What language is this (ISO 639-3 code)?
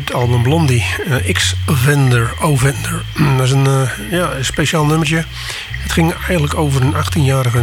nld